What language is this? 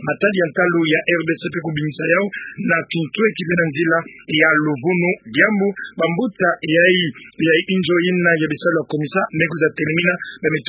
Kituba (Democratic Republic of Congo)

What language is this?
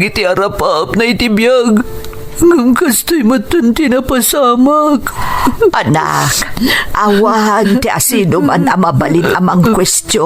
Iloko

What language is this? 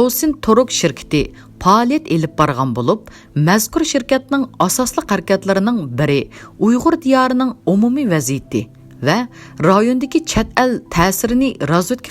Uyghur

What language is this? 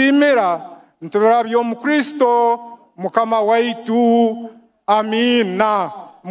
Nyankole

